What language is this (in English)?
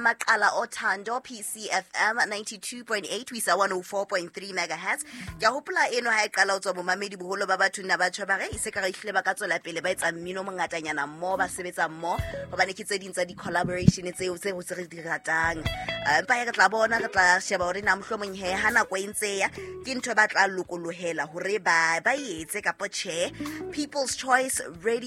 Southern Sotho